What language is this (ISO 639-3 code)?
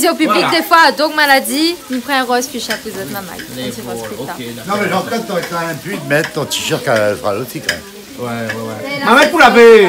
rcf